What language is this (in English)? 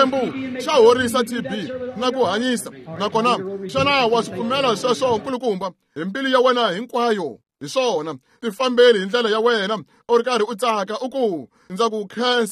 Tsonga